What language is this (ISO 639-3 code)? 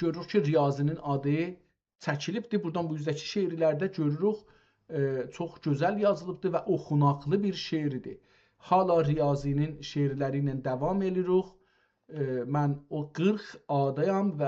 azb